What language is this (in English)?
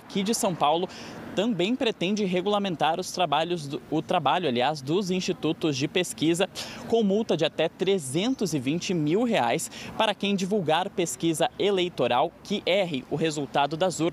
Portuguese